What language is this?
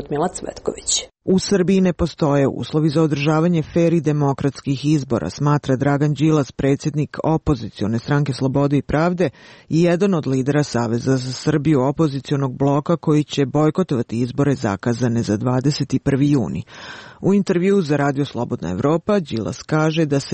Serbian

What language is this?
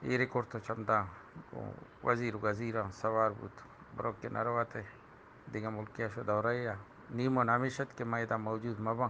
Eastern Balochi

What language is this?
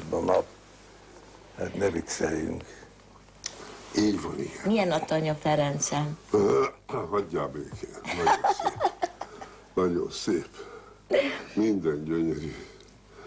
Hungarian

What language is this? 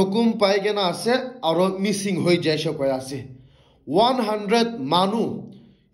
Naga Pidgin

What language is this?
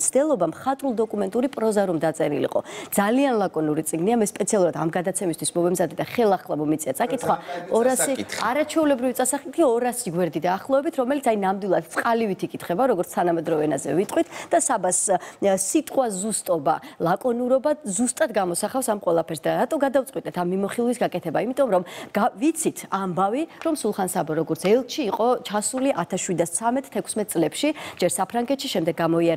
Georgian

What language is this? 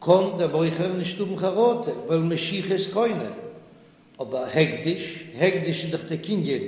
Yiddish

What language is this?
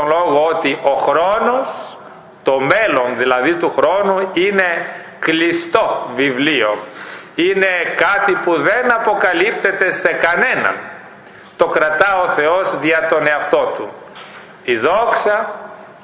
Greek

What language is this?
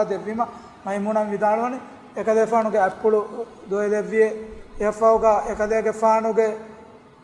Divehi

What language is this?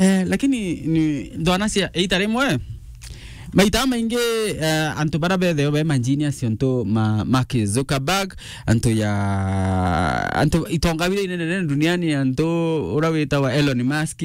Meru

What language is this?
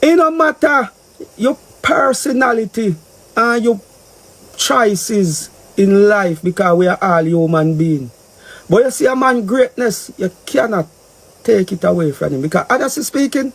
Jamaican Creole English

